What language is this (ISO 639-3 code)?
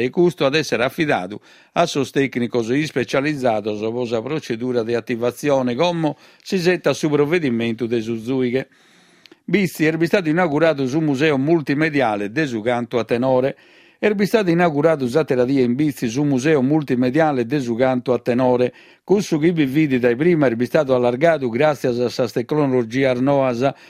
srd